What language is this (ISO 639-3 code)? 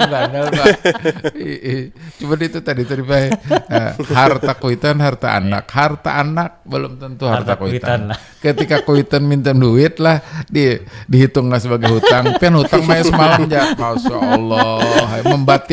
bjn